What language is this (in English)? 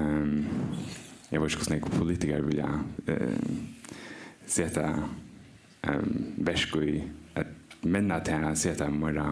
Faroese